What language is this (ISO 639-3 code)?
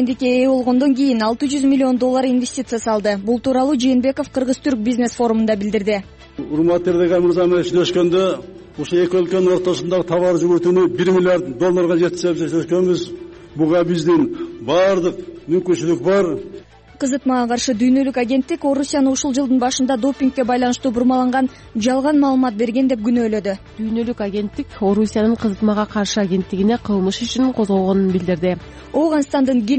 kir